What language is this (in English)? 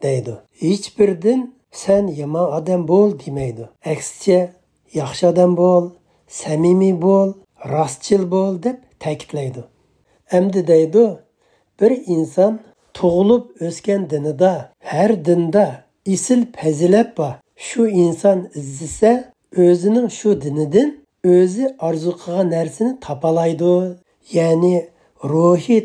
Uyghur